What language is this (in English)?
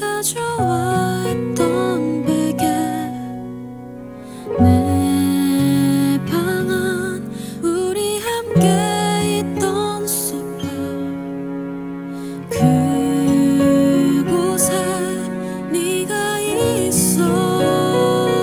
Korean